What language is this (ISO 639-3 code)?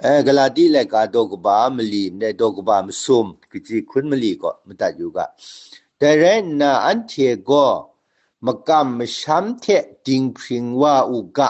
kac